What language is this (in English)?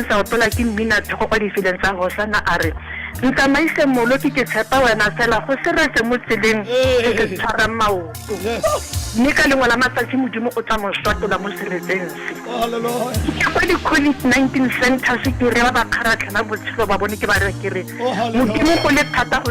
Tswana